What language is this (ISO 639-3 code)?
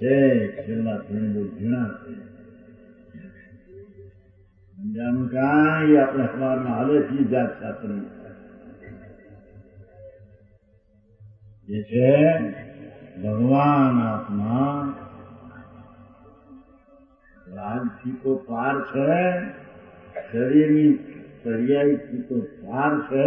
guj